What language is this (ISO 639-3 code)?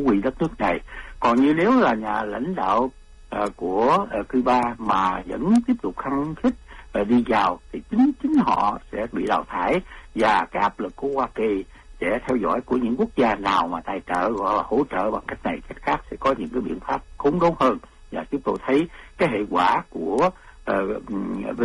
vie